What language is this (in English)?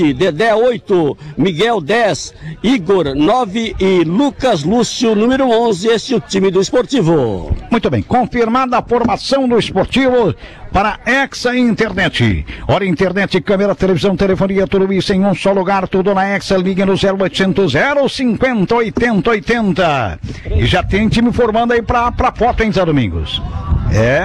Portuguese